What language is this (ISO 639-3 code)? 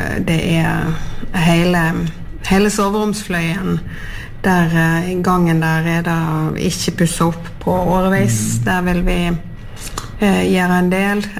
nor